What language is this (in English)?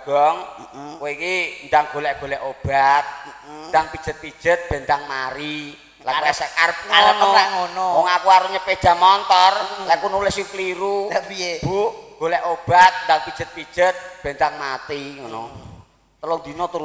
Javanese